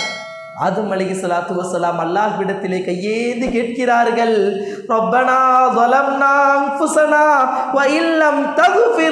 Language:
Tamil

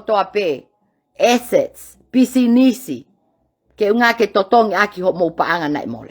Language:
Tongan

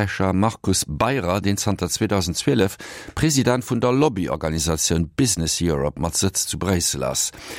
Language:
Luxembourgish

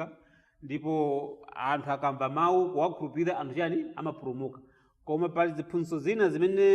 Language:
Nyanja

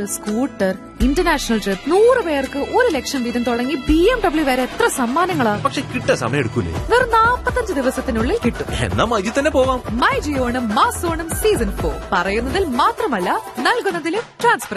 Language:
Malayalam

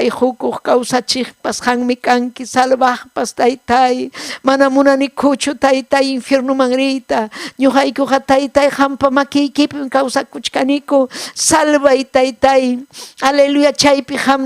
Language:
Ayacucho Quechua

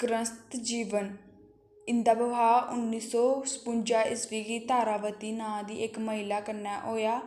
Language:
Dogri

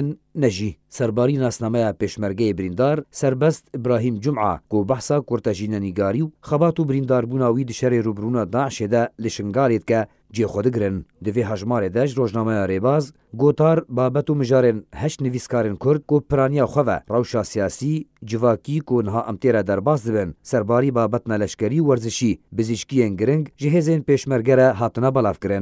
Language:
Kurdish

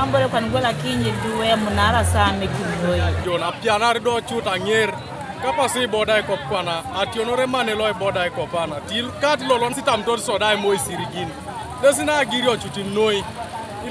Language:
Teso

